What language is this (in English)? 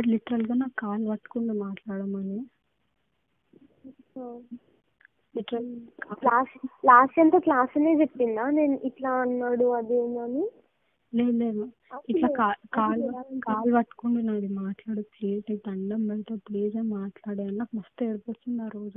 Telugu